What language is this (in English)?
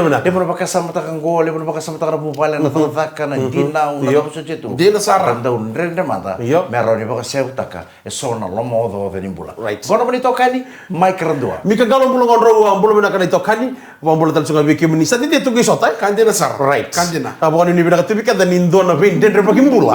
Fijian